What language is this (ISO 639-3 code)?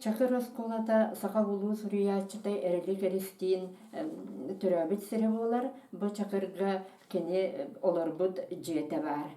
sah